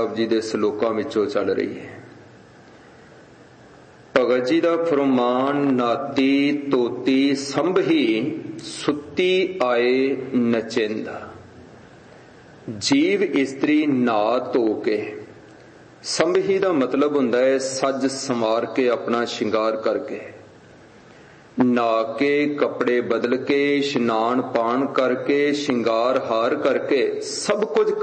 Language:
Punjabi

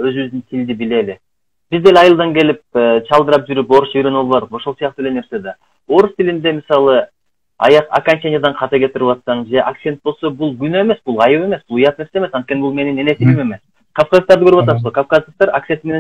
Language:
Kyrgyz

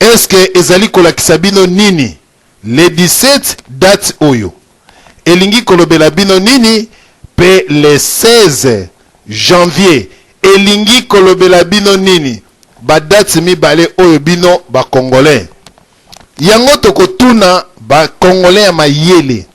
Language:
Lingala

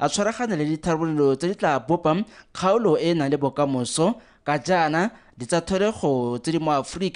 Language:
Tswana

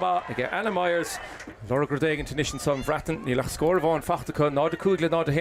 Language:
Irish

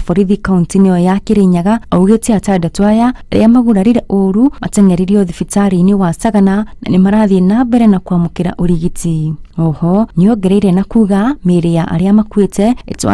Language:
Kikuyu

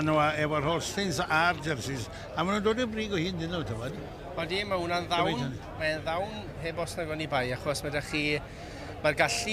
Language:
Welsh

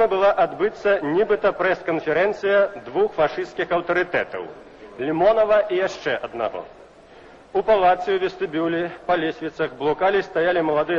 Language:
Belarusian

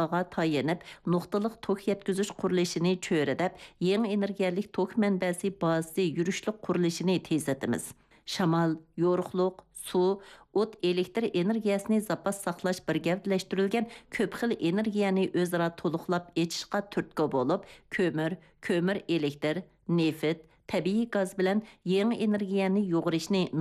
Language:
Uyghur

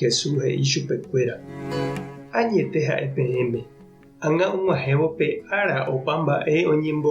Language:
Guarani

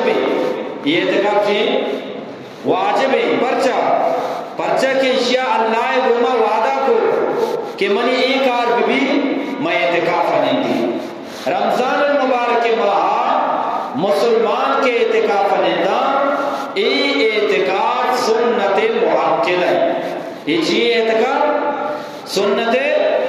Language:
Eastern Balochi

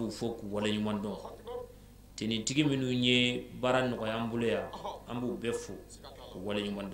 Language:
Bambara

